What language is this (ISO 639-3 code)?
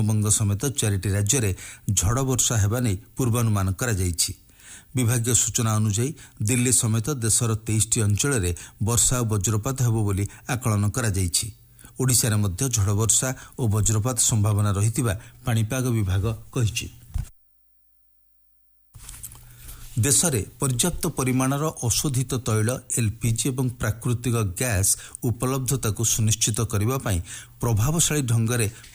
ori